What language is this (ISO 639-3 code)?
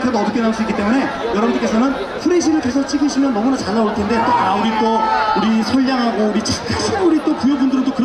kor